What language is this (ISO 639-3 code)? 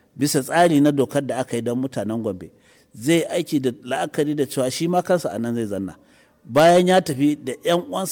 hau